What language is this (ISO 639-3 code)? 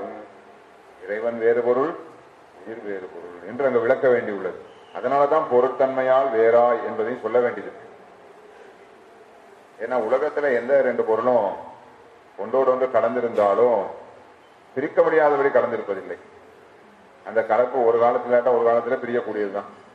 tam